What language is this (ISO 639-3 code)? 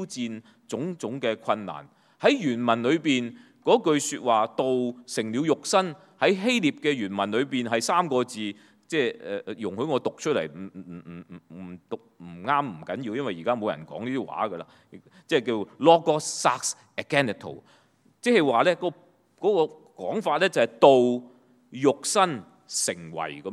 yue